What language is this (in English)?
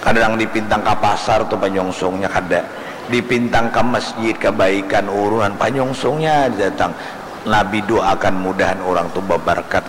Banjar